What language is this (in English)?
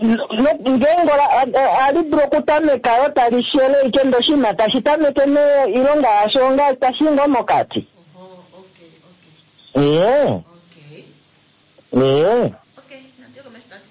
Kuanyama